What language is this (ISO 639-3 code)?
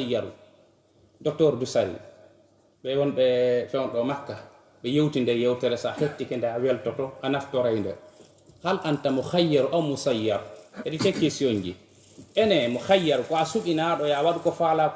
ful